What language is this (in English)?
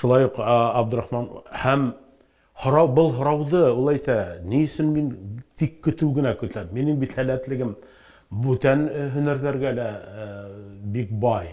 Bashkir